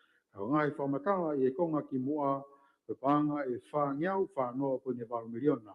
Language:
Tongan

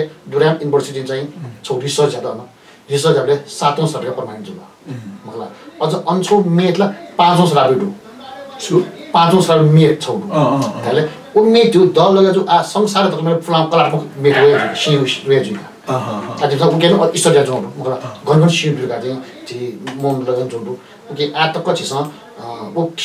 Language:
Newari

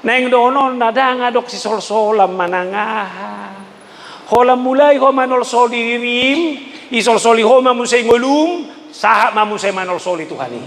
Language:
Batak Toba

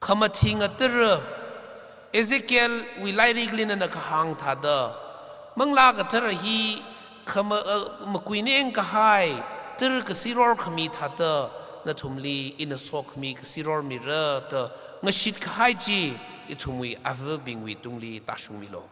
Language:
Tangkhul Naga (India)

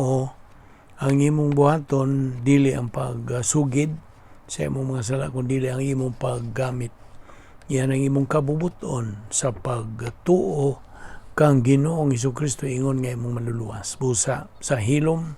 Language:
Cebuano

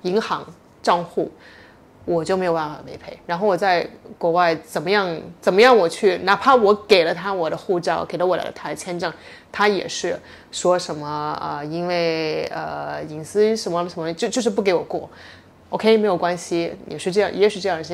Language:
Chinese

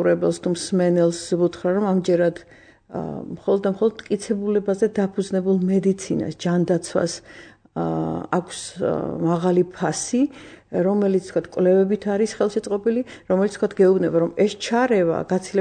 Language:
Georgian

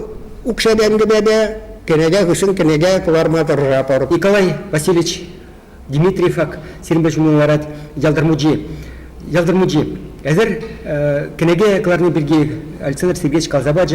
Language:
Chuvash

